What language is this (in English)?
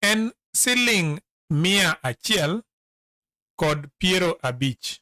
Luo (Kenya and Tanzania)